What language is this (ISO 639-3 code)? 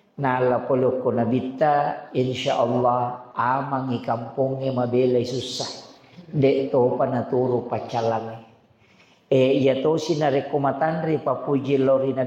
bug